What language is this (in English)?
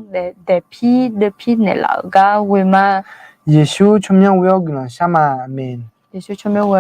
Akha